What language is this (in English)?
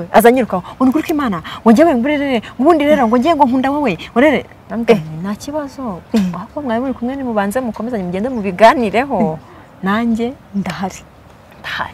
Kinyarwanda